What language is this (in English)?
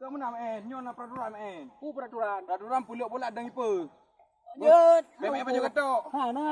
Achinese